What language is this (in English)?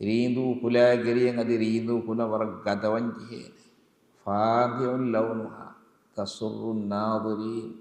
Divehi